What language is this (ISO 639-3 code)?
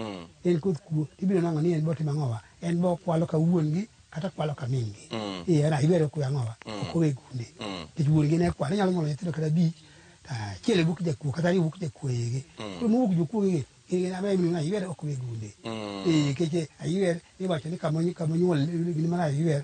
luo